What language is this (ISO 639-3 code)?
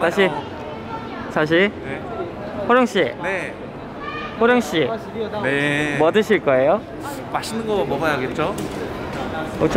kor